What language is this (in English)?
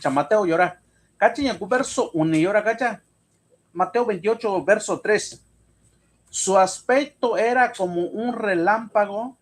Mixtepec Mixtec